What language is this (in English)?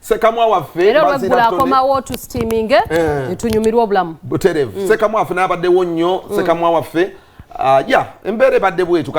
Ganda